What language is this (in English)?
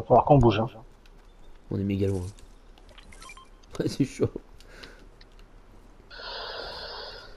French